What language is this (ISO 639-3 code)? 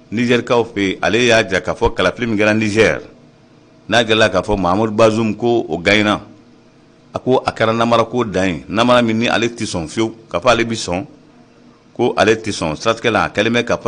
bam